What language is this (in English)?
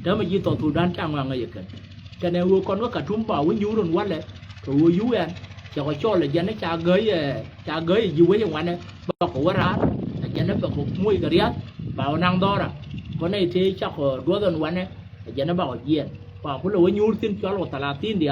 Nuer